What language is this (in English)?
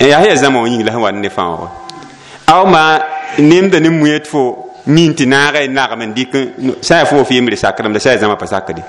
Mossi